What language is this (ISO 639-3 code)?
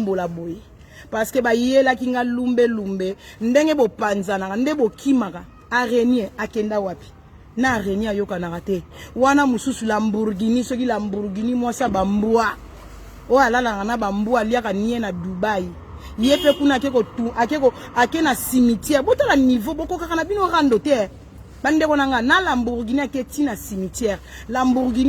lin